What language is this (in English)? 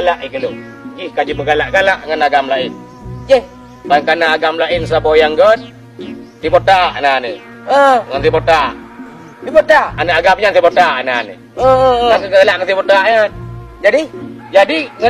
Achinese